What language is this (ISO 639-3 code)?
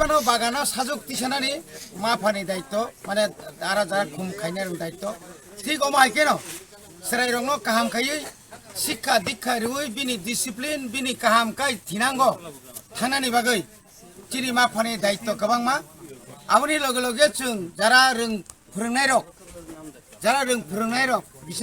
trp